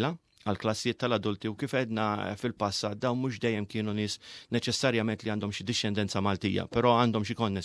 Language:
Maltese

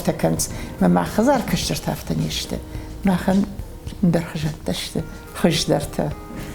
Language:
Ossetic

